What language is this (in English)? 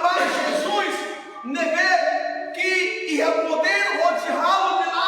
Tetum